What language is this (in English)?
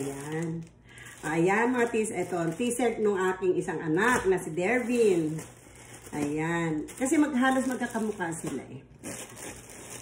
Filipino